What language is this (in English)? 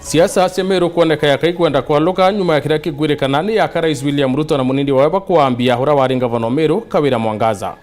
Meru